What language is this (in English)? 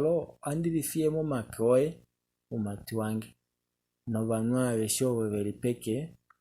Kuanyama